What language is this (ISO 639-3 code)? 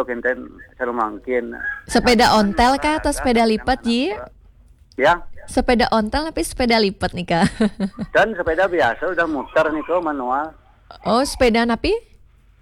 ban